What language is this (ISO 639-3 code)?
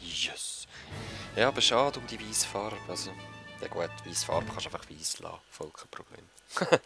gsw